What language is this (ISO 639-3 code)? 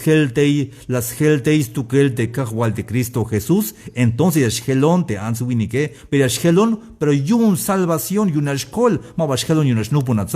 tzh